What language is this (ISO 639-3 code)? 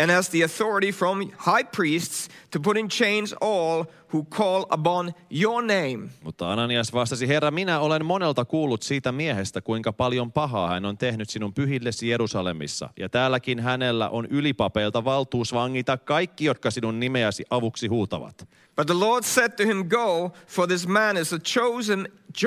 fin